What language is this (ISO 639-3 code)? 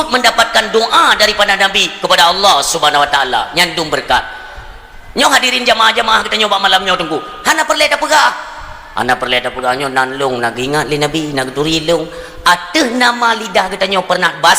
ace